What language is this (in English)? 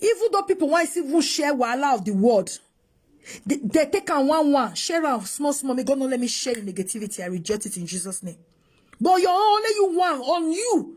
Nigerian Pidgin